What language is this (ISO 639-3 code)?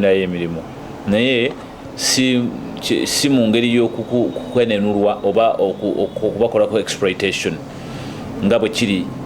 lug